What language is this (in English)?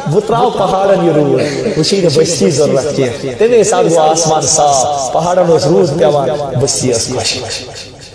Kashmiri